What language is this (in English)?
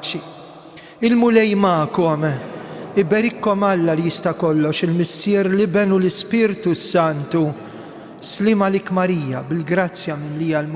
Maltese